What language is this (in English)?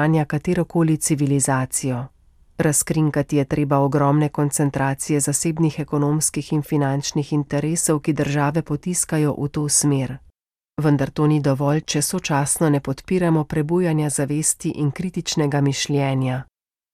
Slovenian